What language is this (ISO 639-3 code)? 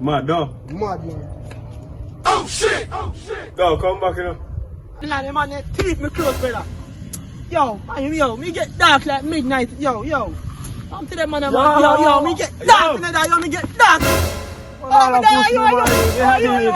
jam